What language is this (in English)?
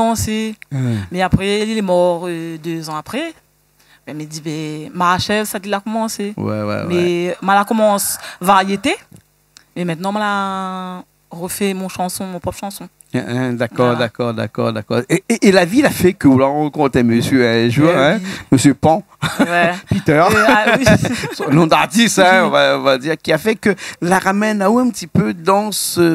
Réunion Creole French